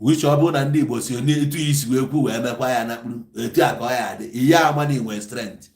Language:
Igbo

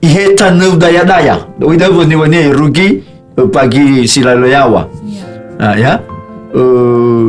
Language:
Nias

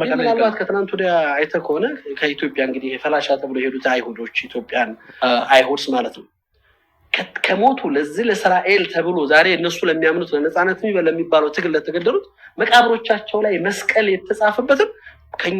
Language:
Amharic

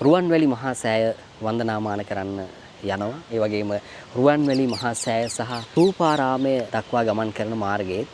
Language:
Sinhala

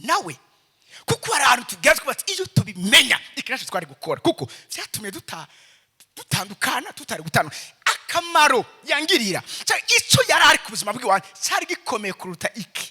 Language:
Rundi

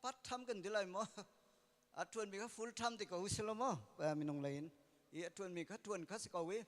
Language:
Hakha Chin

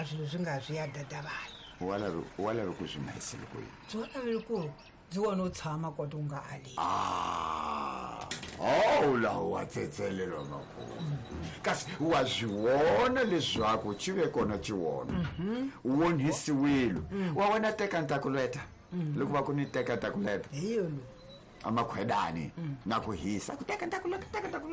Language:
Tsonga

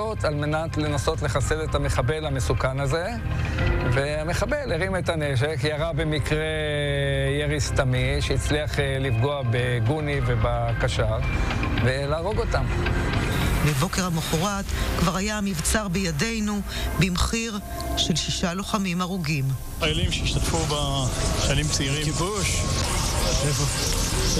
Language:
Hebrew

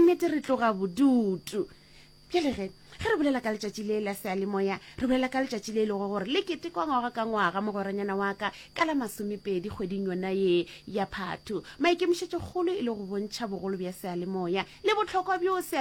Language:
Northern Sotho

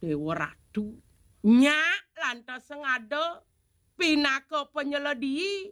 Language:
Balinese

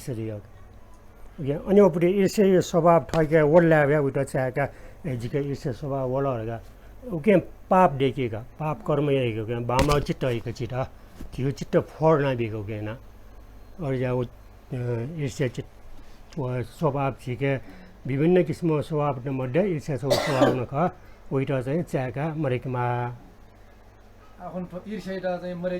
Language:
Newari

